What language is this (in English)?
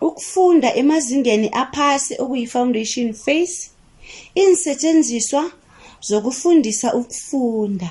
South Ndebele